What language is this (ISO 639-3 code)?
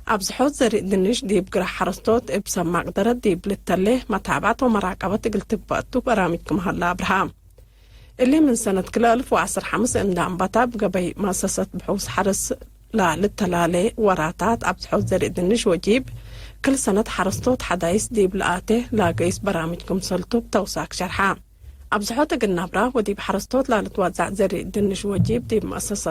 tig